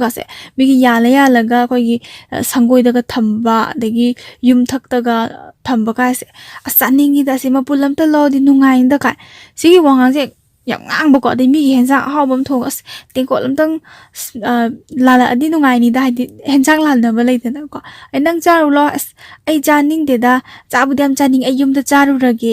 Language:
Manipuri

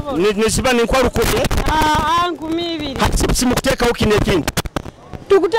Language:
Nyoro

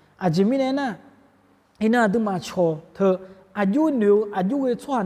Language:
Akha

